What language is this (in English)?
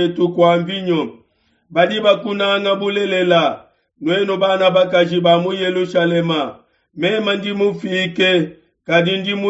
Luba-Lulua